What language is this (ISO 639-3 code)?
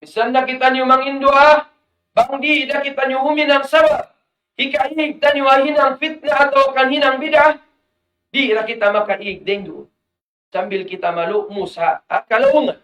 tsg